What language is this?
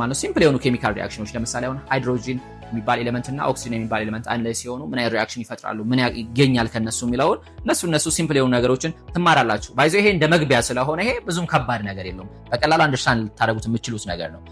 Amharic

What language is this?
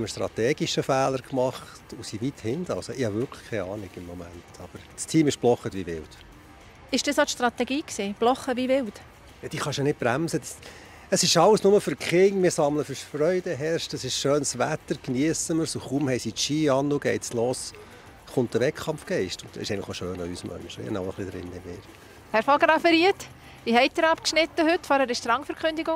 Swiss German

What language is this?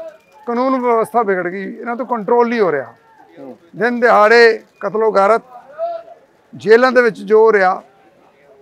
Punjabi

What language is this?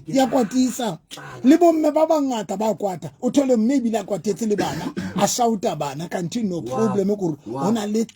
Southern Sotho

